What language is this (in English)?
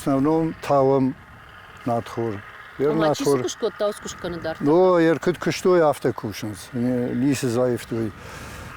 Ossetic